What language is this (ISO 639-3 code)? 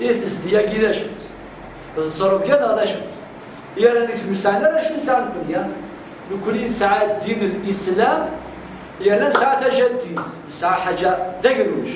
kab